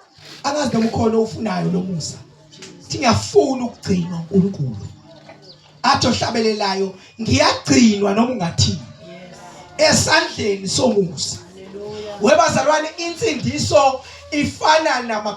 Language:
Zulu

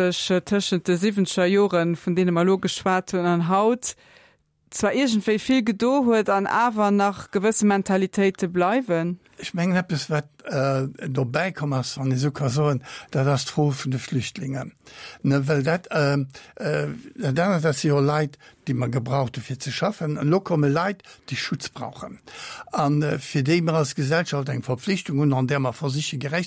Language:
Luxembourgish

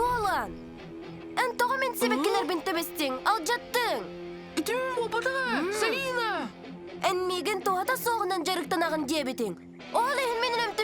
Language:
Yakut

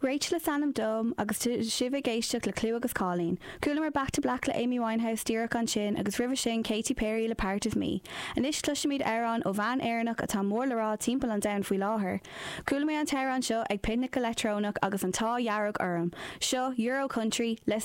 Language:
Irish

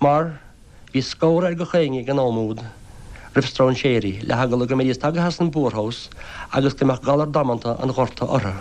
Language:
Irish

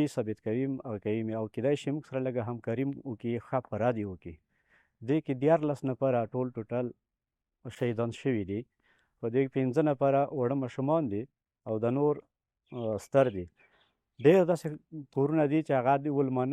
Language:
Pashto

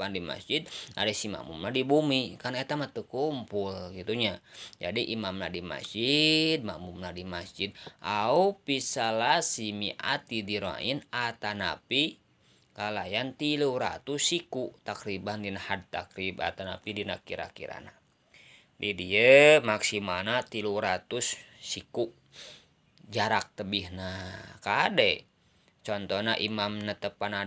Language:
Sundanese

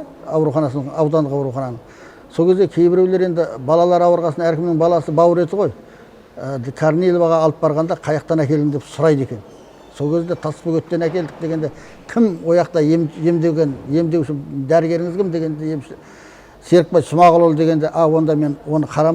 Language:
Kazakh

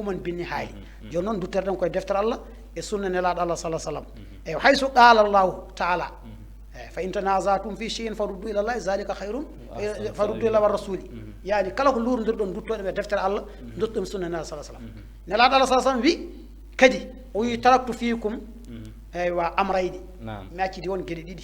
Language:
Fula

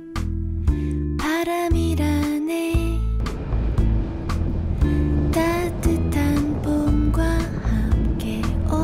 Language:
Korean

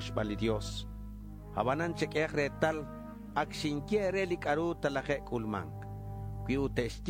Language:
Kekchí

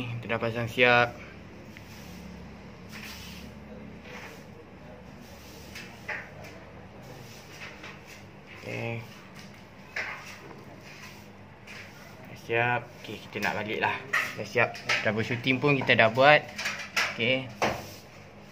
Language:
Malay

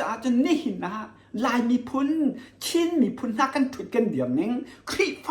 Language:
Hakha Chin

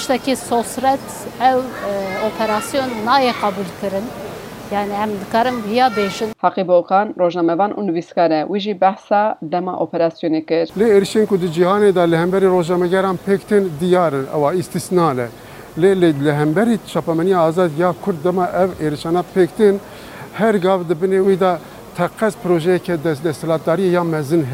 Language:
Kurdish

